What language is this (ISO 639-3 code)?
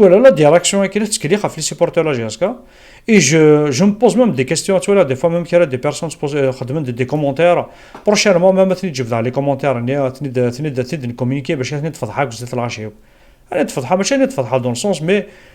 kab